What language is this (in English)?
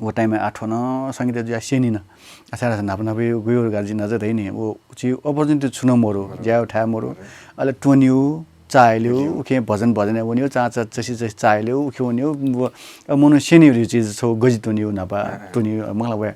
Newari